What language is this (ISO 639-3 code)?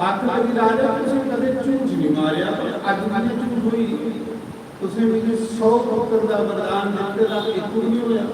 doi